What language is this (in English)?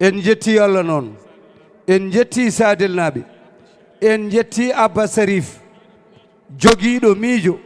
Fula